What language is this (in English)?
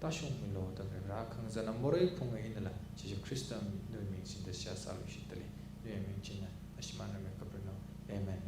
Tangkhul Naga (India)